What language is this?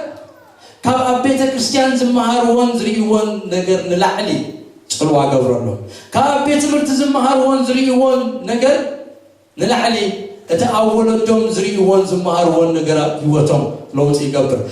Tigrinya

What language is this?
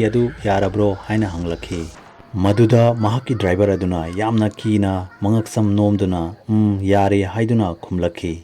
Manipuri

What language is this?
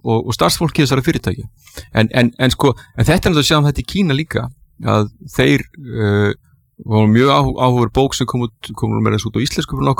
Icelandic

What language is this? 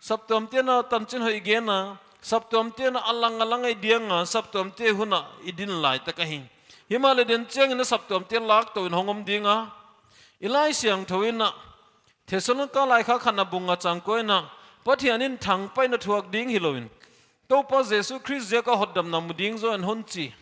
Paite Chin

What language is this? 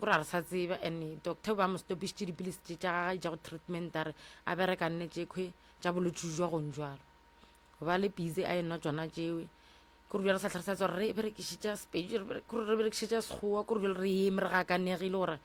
Northern Sotho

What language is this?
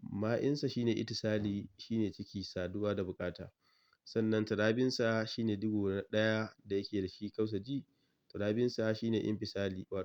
Hausa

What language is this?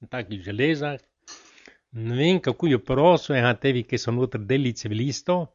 Slovenian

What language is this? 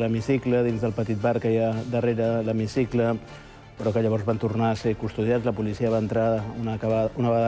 Catalan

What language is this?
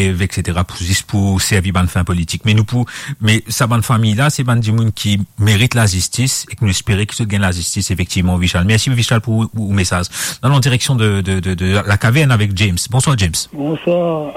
Morisyen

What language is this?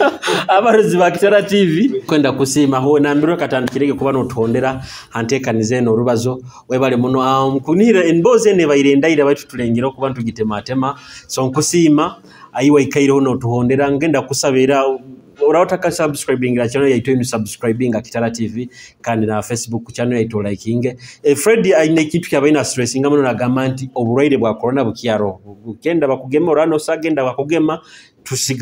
Nyoro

